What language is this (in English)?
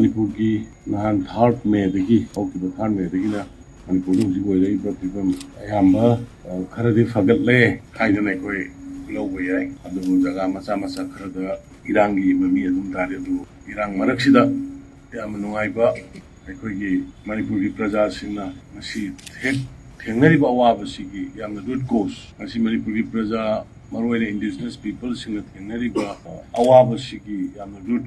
Manipuri